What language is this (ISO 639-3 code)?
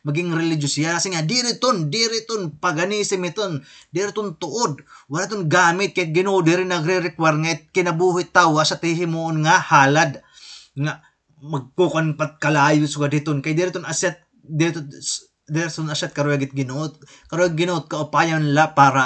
war